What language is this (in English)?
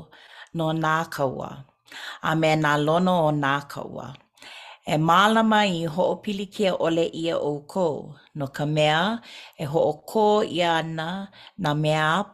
Hawaiian